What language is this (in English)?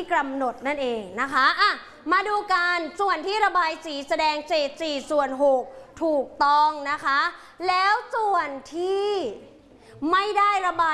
Thai